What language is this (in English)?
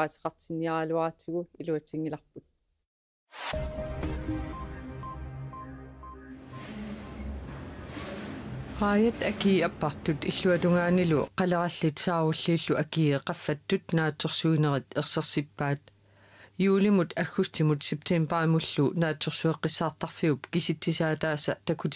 Kalaallisut